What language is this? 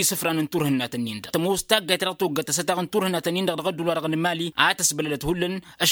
Tamasheq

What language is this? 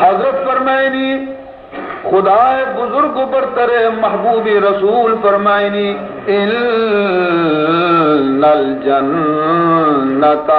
Baluchi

